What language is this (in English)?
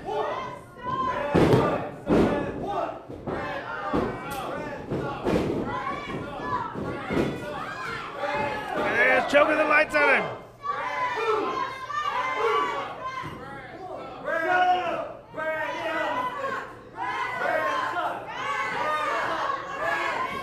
English